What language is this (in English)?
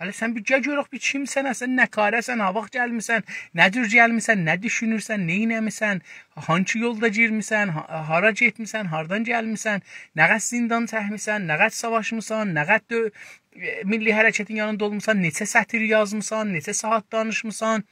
South Azerbaijani